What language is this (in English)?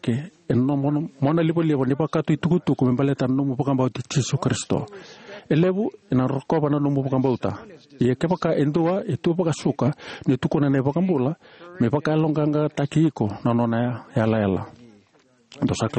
Fijian